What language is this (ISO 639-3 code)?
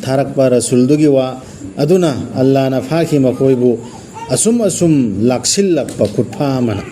mni